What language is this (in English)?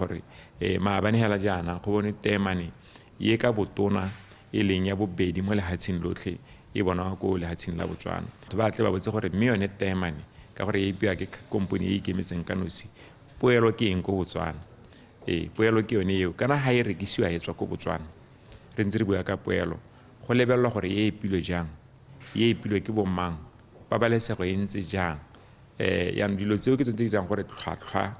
Tswana